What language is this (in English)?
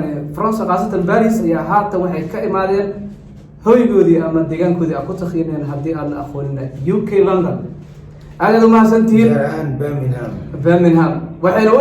Somali